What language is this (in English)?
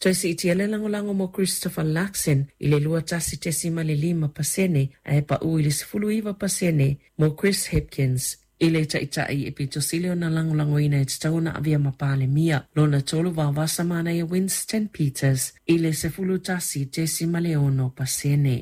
Samoan